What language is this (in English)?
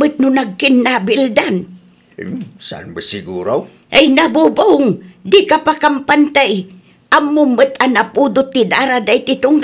Iloko